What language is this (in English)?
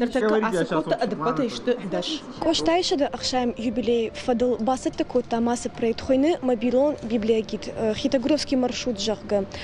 Ossetic